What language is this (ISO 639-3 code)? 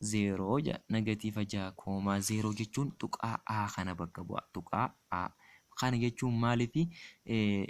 orm